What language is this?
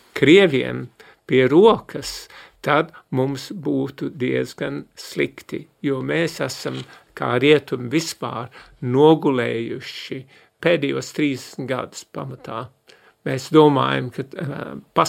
Latvian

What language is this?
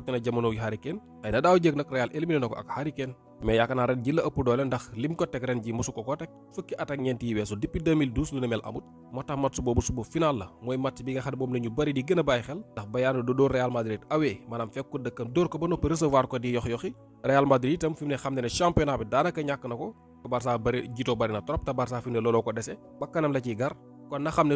Wolof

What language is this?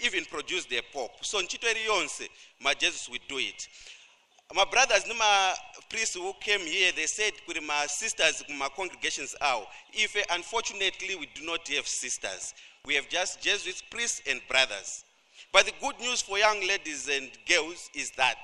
Nyanja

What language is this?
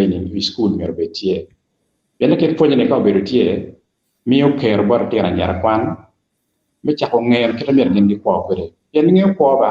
Acoli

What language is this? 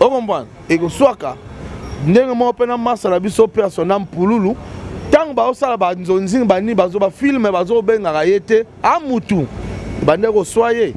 Lingala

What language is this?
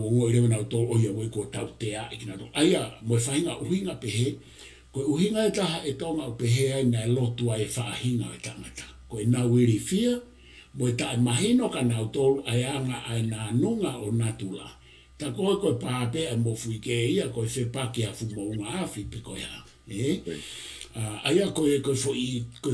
Tongan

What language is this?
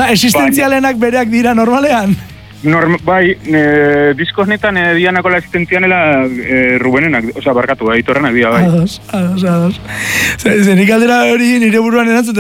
Basque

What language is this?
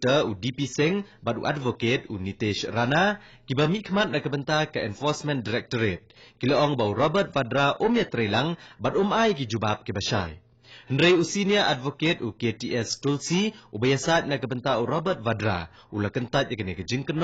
Khasi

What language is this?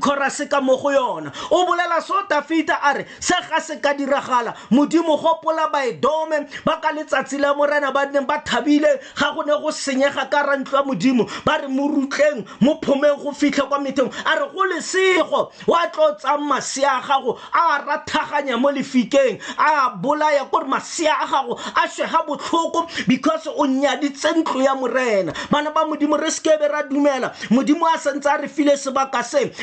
Tswana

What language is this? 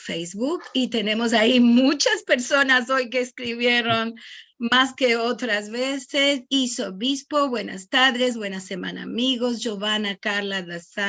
Ladino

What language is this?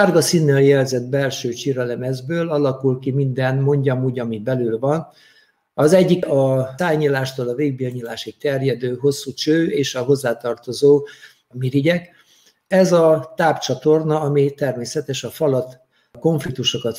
Hungarian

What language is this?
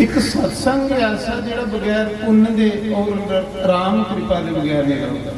Dogri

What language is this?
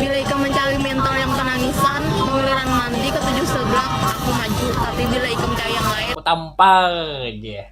Banjar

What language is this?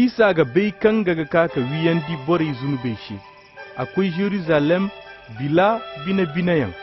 Koyraboro Senni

